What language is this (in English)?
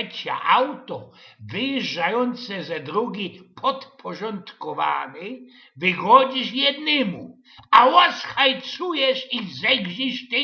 Silesian